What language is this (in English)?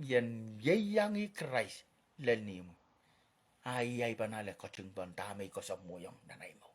Pohnpeian